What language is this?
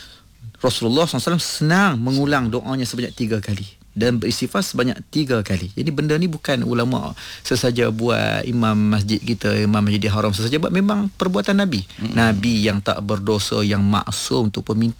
Malay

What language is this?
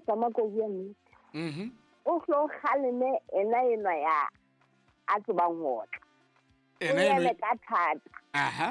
Southern Sotho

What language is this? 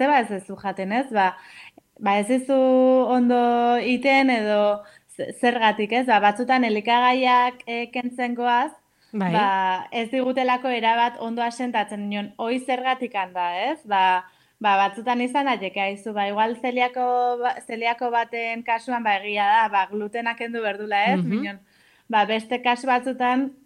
Basque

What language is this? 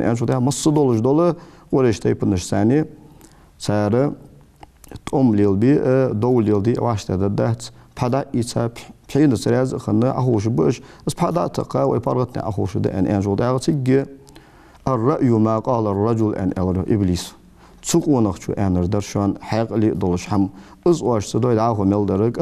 Ingush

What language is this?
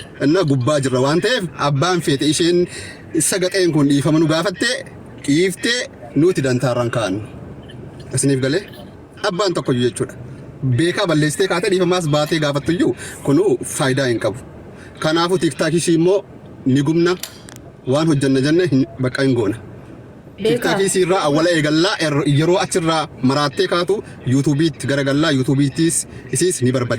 Oromo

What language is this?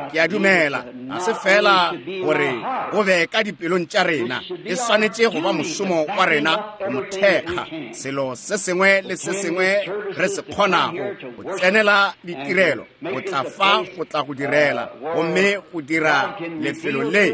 Northern Sotho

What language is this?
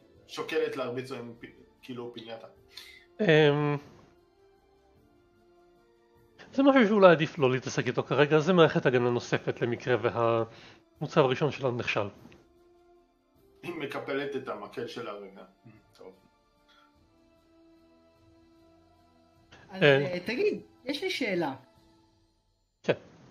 Hebrew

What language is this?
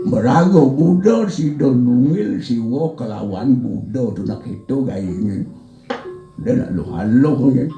Balinese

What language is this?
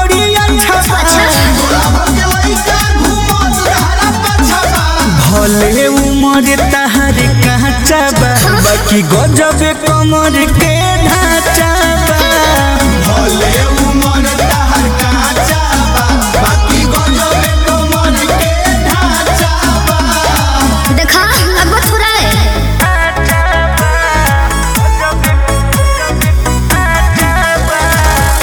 Bhojpuri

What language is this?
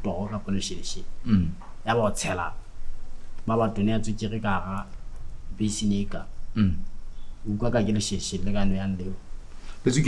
Southern Sotho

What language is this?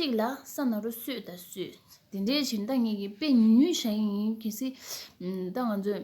Tibetan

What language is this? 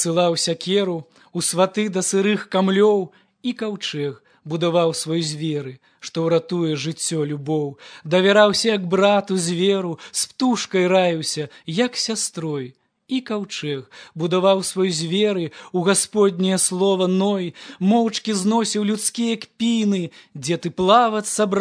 Belarusian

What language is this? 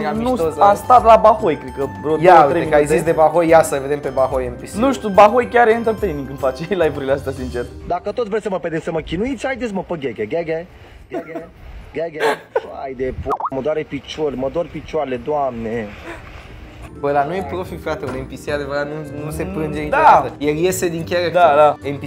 Romanian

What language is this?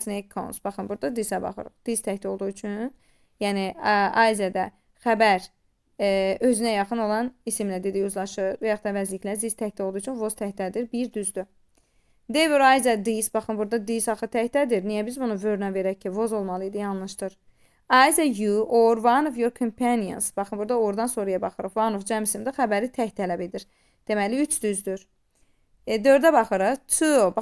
Azerbaijani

